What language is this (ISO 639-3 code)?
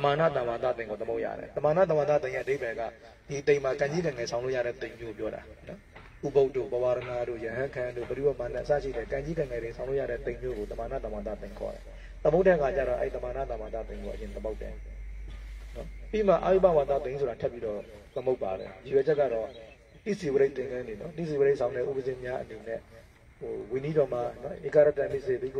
mya